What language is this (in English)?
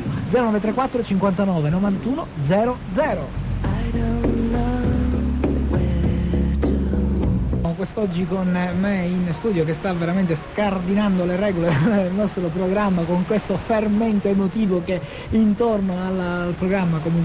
Italian